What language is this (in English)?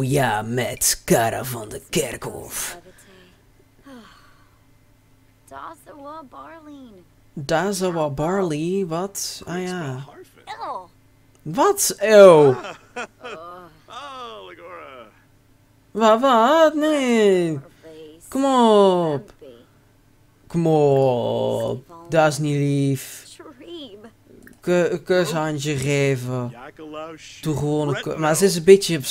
Dutch